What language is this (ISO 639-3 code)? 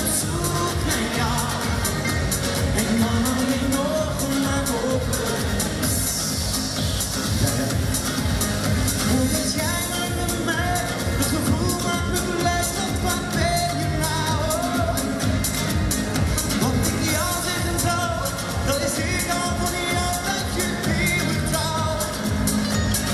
nld